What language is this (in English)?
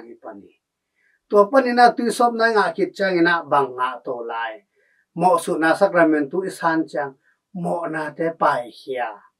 Tedim Chin